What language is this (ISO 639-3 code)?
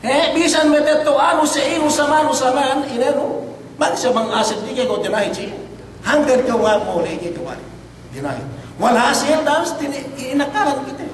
yka